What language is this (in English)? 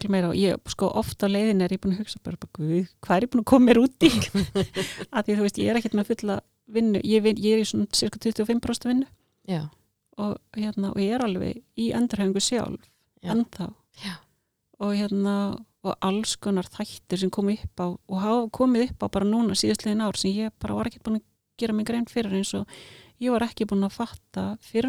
Icelandic